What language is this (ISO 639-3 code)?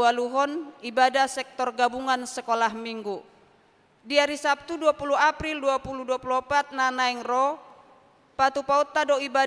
bbc